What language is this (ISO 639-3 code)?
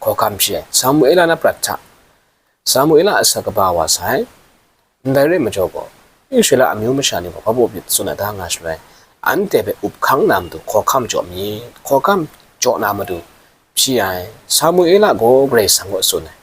kac